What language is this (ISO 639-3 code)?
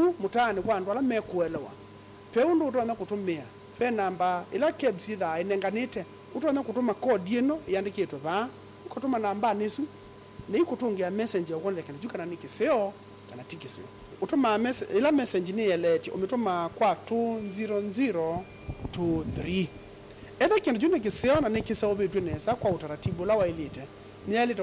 kam